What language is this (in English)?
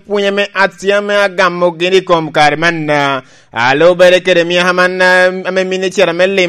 Lango (Uganda)